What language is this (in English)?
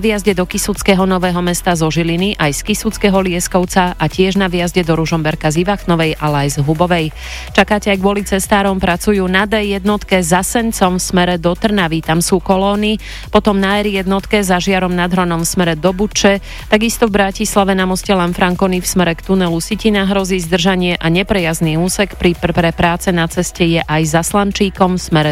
Slovak